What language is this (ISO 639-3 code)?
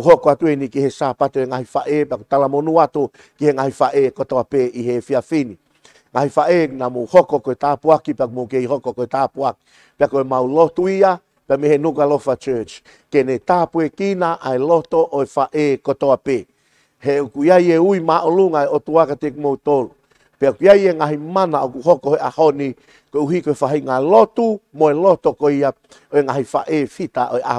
ton